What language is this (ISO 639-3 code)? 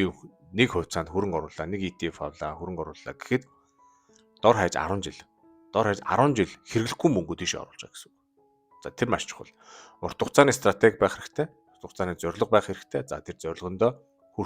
mon